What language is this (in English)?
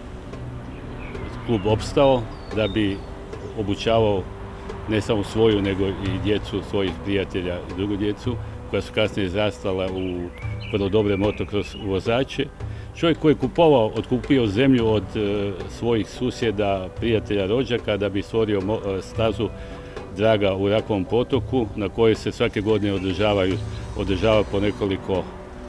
Croatian